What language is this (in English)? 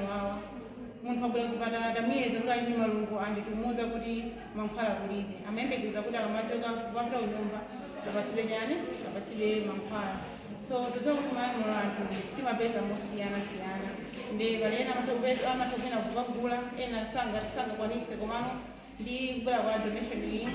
Nyanja